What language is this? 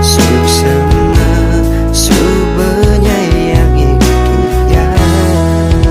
Balinese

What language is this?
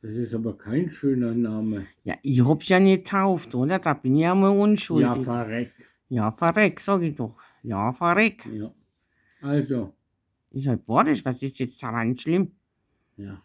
Bavarian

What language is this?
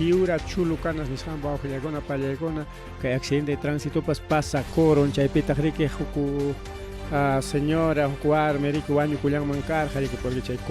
Ayacucho Quechua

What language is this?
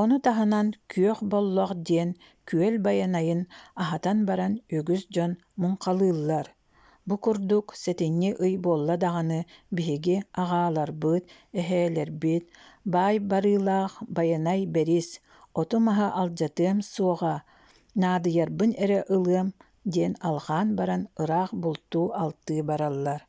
Yakut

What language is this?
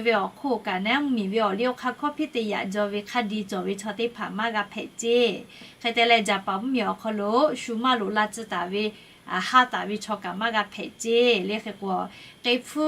Lahu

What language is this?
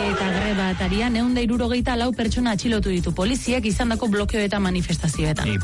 Basque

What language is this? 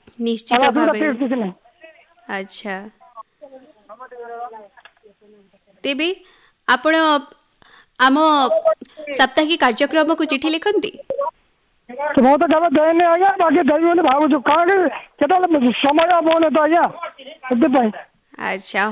Odia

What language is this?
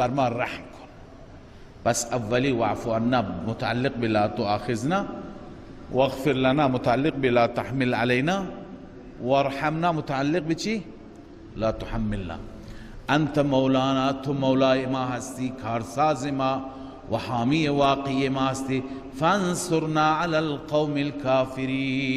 Persian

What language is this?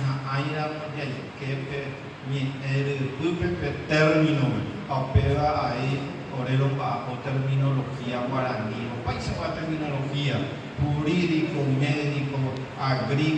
Guarani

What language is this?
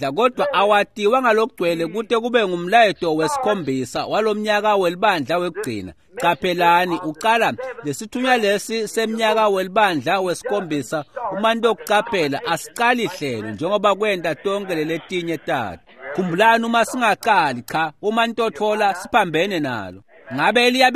Swati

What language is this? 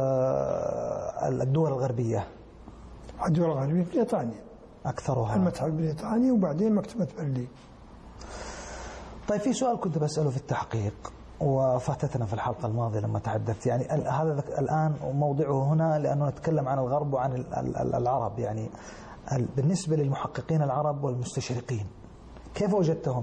Arabic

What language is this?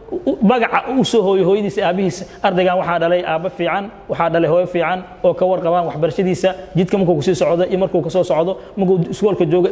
Somali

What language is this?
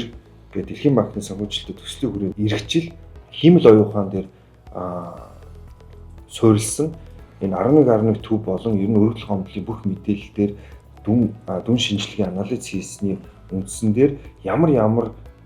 Mongolian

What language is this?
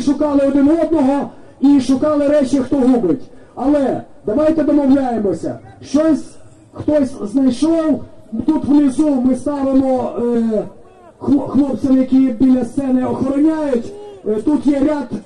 Ukrainian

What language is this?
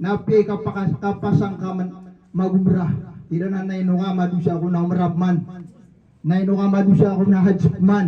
Maranao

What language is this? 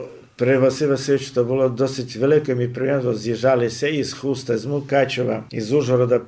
Rusyn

